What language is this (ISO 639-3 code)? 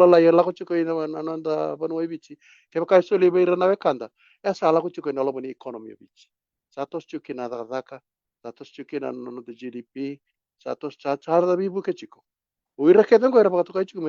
fij